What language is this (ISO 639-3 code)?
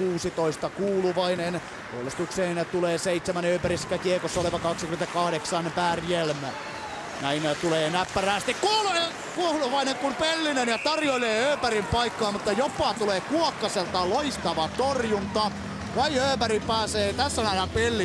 fin